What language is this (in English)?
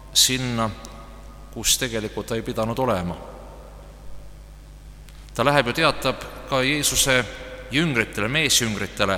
Estonian